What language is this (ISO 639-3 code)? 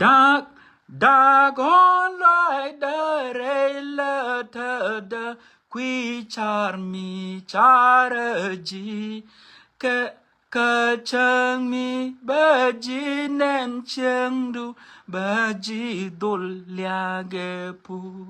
nus